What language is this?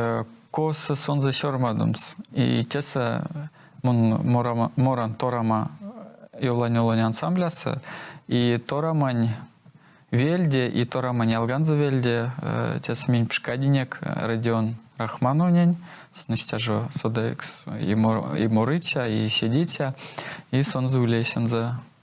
Erzya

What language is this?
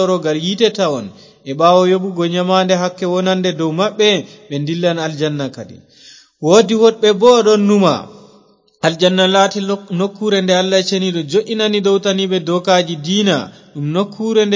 Fula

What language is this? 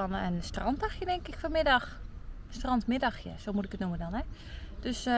Dutch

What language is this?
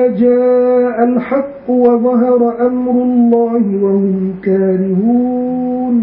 Arabic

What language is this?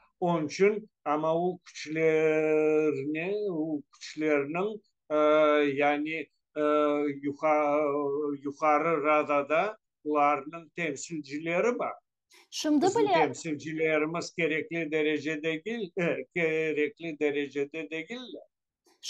Crimean Tatar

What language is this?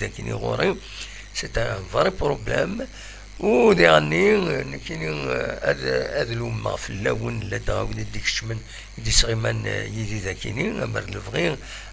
Kabyle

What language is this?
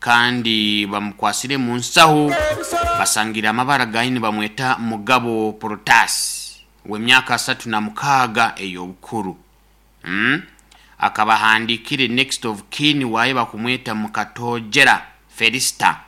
Nyoro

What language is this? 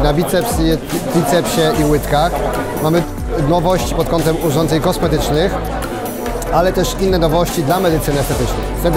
Polish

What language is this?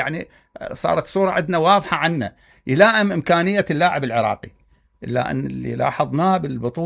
Mesopotamian Arabic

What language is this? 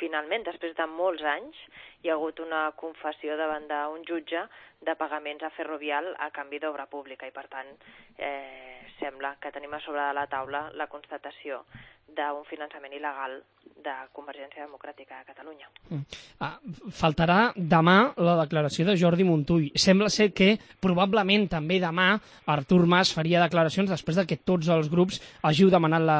Catalan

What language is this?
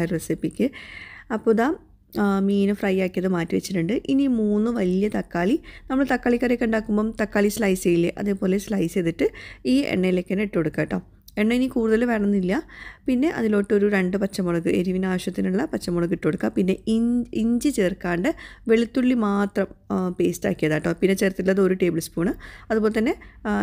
Malayalam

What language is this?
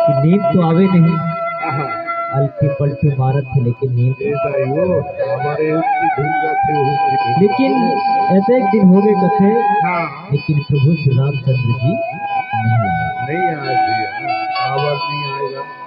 Chhattisgarhi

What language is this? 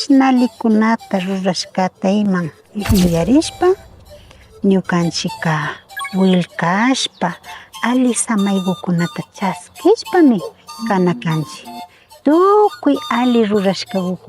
Imbabura Highland Quichua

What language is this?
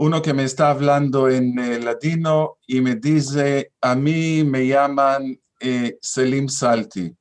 Ladino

